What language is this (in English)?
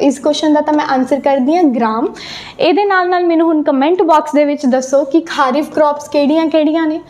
Punjabi